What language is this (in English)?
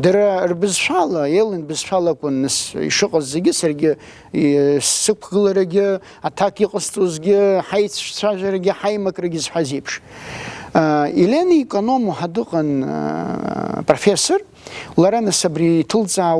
Abkhazian